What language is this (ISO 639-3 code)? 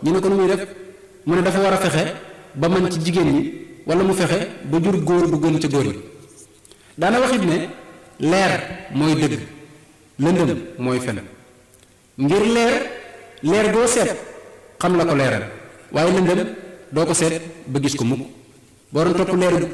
wol